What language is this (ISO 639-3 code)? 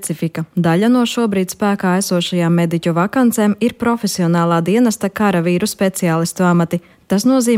lav